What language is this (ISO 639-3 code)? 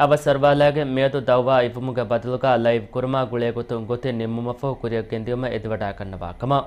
div